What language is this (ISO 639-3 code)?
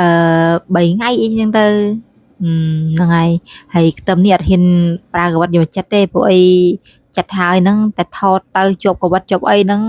khm